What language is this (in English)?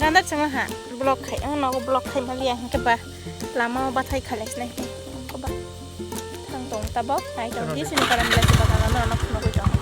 Kok Borok